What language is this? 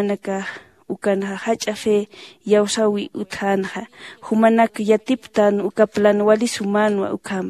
Aymara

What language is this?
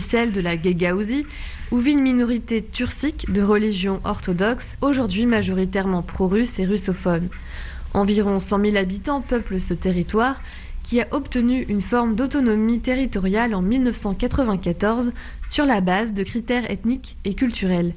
French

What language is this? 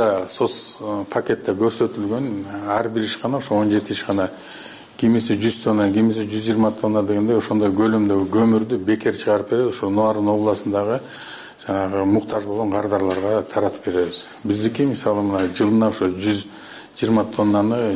Kyrgyz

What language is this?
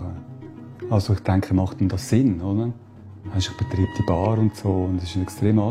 German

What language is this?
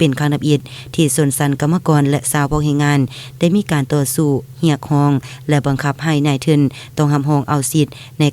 Lao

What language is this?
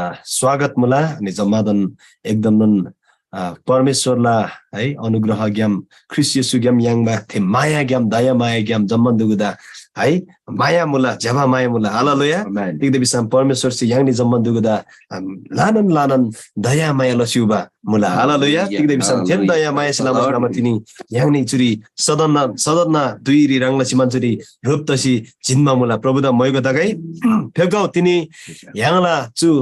Eastern Tamang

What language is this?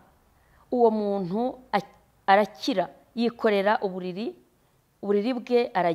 Kinyarwanda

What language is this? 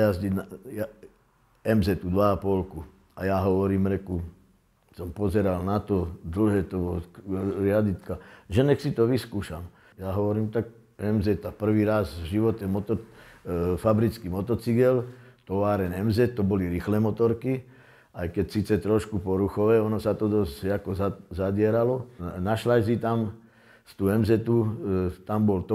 Slovak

